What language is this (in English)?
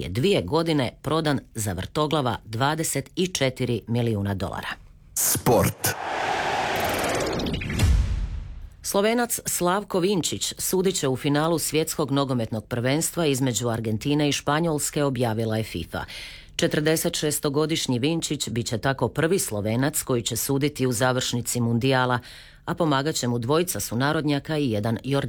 Croatian